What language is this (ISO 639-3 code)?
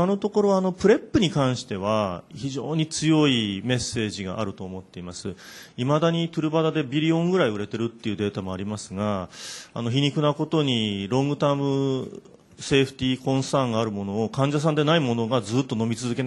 jpn